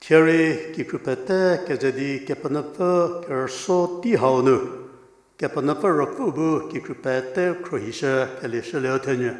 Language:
Angami Naga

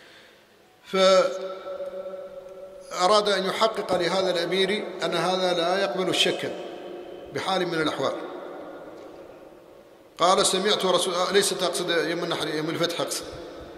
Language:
Arabic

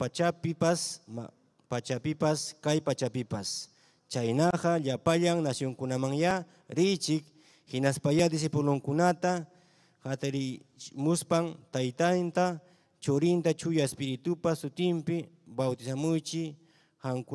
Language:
Ayacucho Quechua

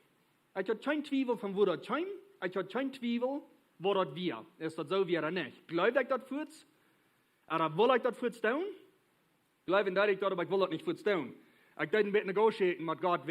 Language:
Plautdietsch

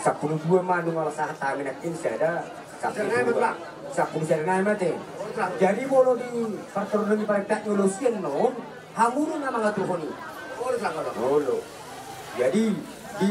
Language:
Batak Toba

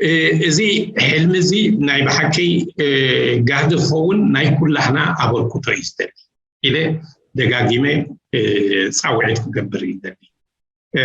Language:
Tigrinya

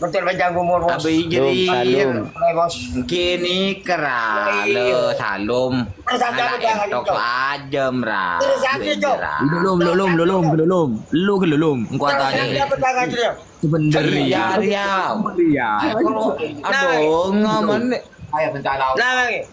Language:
Madurese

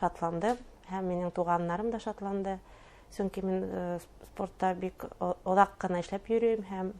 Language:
Bashkir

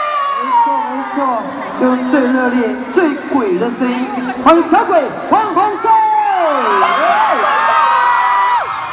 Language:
Chinese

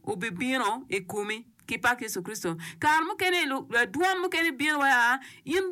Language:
Acoli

